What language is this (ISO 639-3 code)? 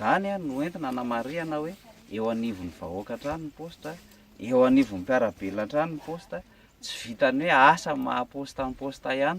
mlg